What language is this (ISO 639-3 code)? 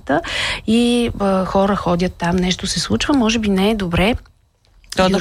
bul